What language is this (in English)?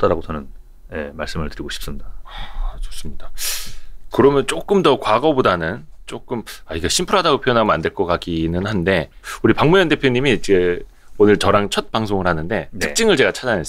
Korean